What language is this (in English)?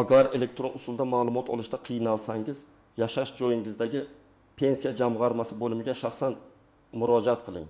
Uzbek